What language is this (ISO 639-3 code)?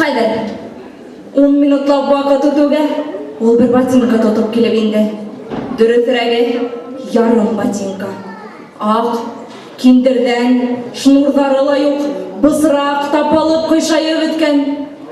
bak